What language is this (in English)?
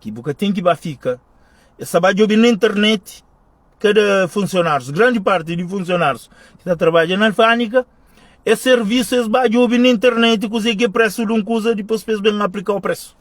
Kabuverdianu